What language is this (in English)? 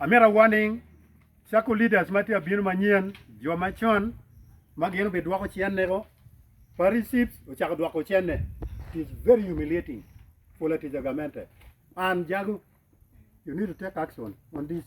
Acoli